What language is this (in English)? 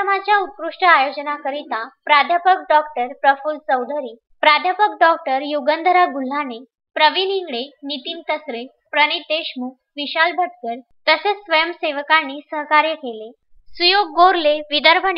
Marathi